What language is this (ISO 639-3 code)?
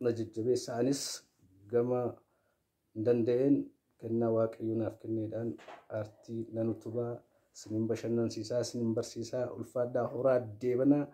orm